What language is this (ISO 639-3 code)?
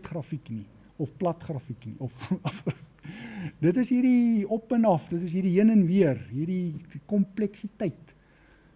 afr